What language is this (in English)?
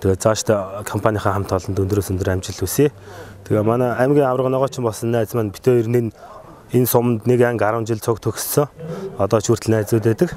Mongolian